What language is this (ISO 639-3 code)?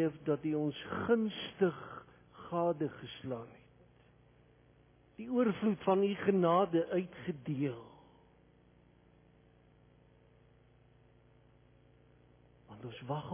afr